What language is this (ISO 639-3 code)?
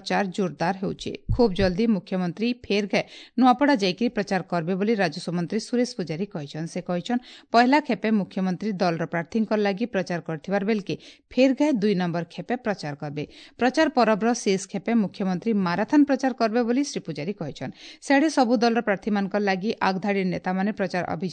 ori